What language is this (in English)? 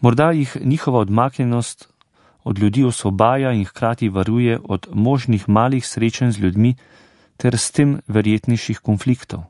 Slovenian